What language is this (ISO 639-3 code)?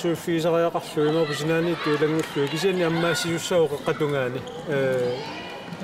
kal